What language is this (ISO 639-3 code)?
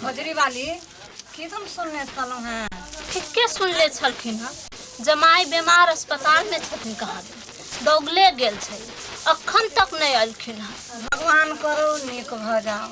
mai